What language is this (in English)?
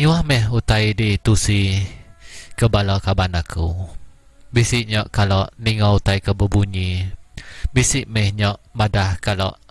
Iban